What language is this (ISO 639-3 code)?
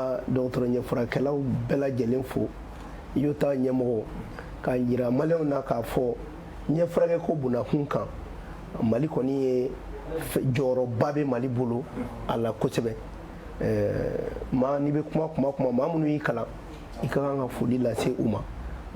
bam